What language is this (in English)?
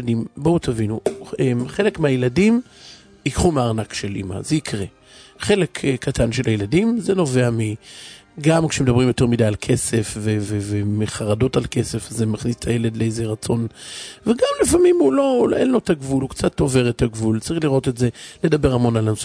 Hebrew